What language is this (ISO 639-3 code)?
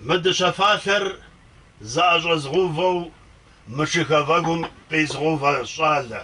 ady